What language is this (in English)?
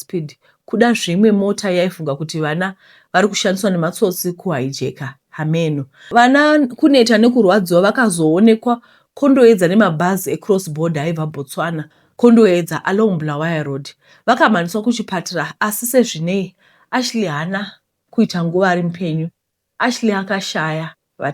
Shona